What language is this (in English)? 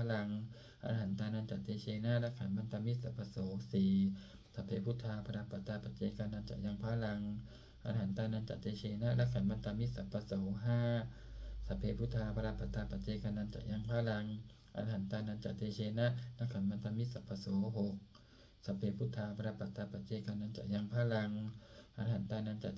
Pali